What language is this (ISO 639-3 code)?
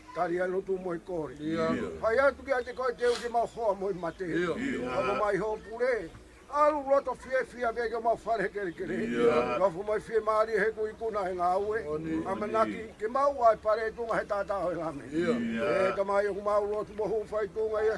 ton